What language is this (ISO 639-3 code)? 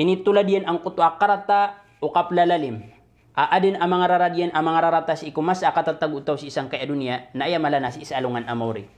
mrw